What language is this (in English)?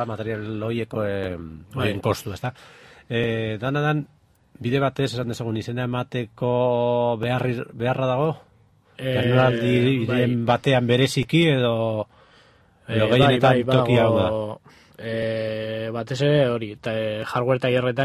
Basque